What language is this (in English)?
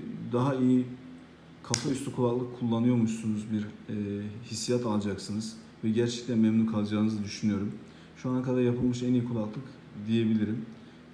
Turkish